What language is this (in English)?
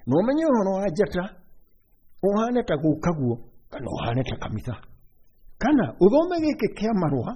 Kikuyu